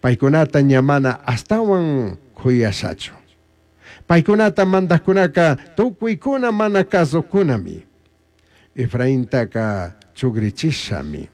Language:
Chimborazo Highland Quichua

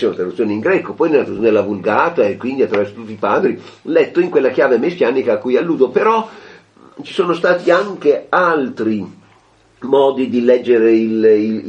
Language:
Italian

